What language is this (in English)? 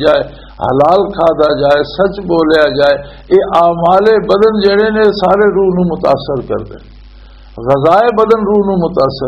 Western Panjabi